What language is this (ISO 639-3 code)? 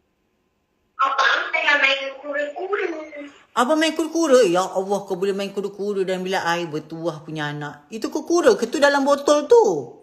msa